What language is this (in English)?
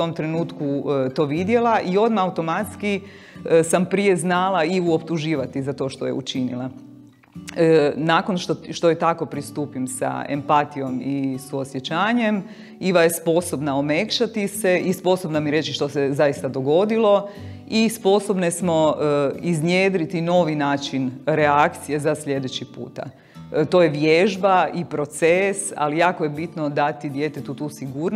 Croatian